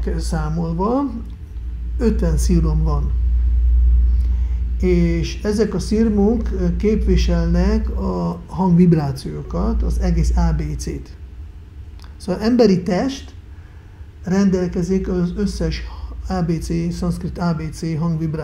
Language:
Hungarian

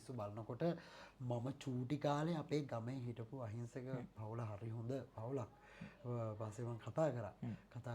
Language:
Sinhala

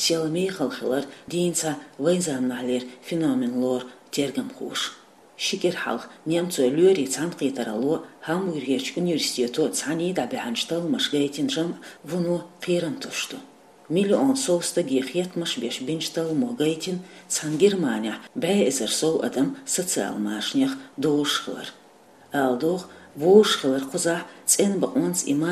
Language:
Chechen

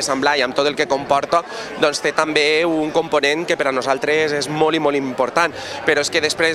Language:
Catalan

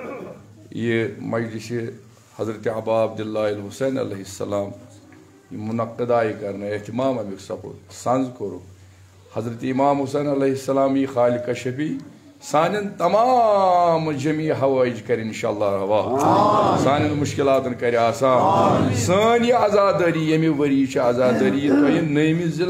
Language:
Kashmiri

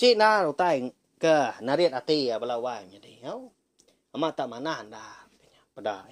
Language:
Iban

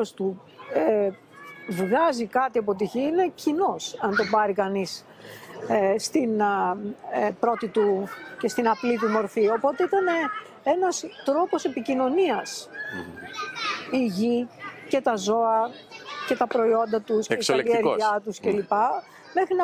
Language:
Greek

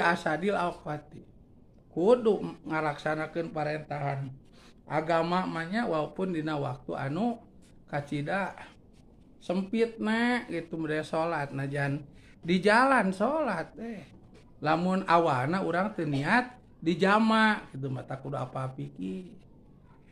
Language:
Sundanese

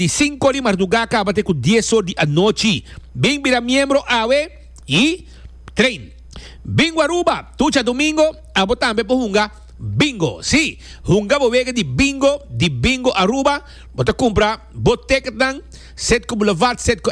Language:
Papiamento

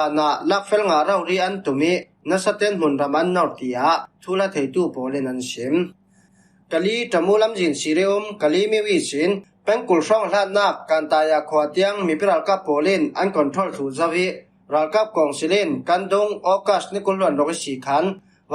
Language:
Falam Chin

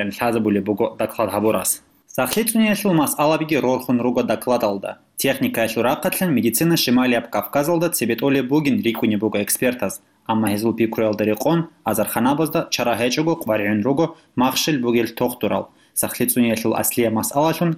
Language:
Avaric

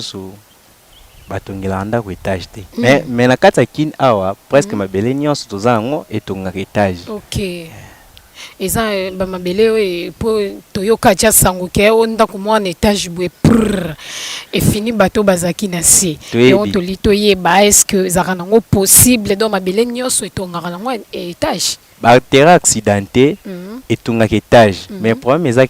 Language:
Lingala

